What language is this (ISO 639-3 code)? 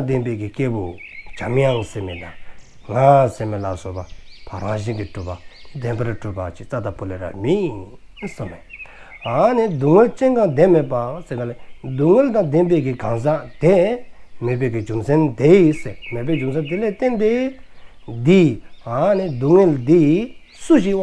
dzo